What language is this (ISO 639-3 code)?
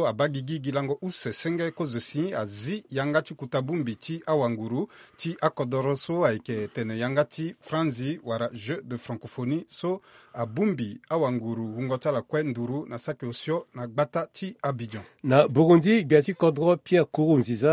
sag